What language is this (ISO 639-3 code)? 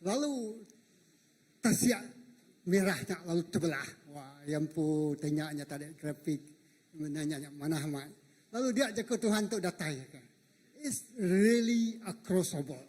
iba